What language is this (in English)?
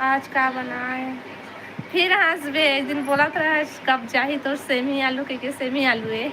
Chhattisgarhi